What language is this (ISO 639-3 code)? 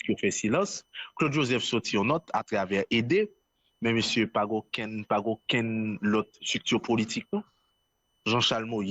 hat